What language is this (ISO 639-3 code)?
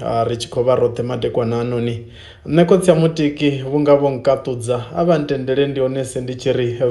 ven